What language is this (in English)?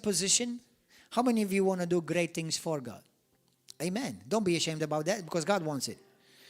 English